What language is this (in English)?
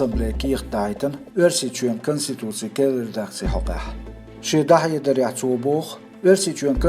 Chechen